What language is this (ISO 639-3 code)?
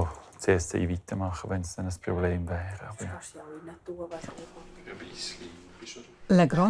roh